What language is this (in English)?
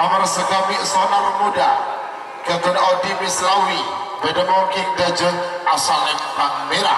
Madurese